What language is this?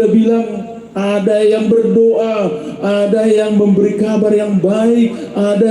Batak Simalungun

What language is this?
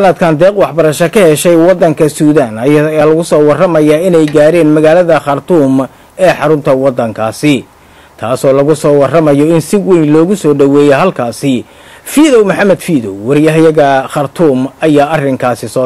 Somali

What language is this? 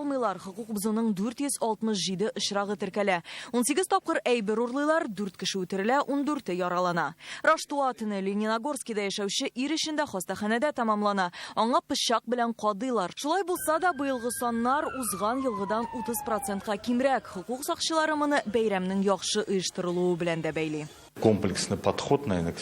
Tatar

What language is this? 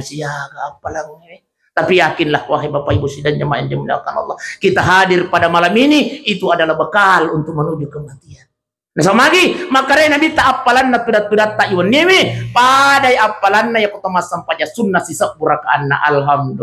Buginese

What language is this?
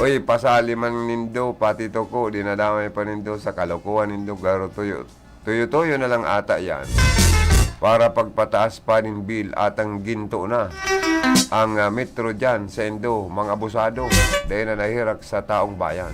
Bikol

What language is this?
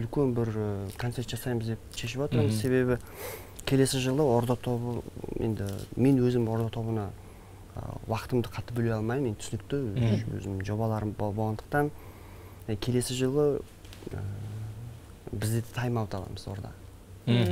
Kazakh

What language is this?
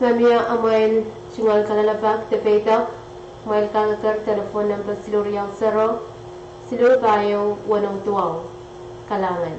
Pohnpeian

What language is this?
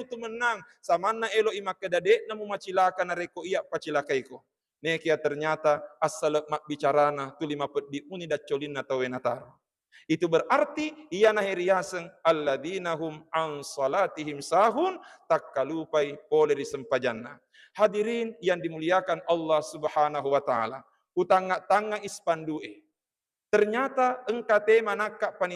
Buginese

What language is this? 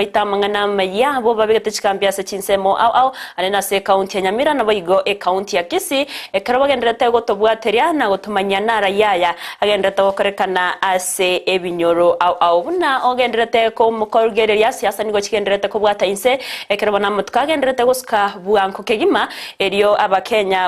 Gusii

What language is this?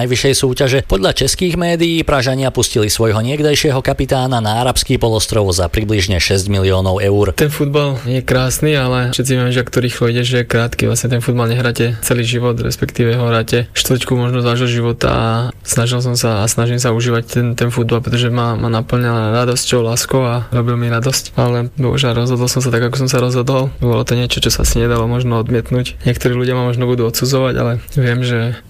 Slovak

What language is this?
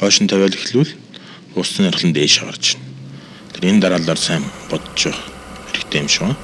Mongolian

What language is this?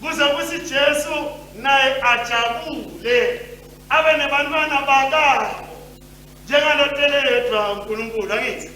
Swati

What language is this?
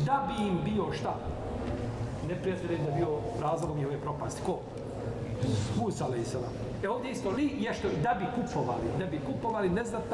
Bosnian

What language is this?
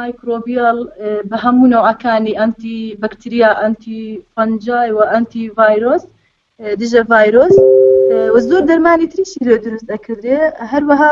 Central Kurdish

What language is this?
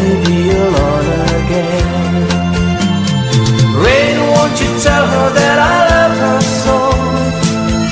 English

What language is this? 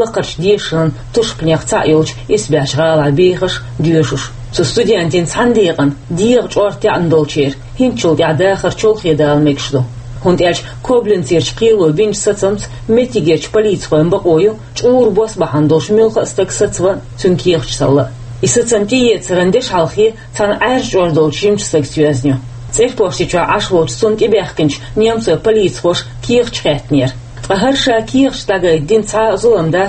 Chechen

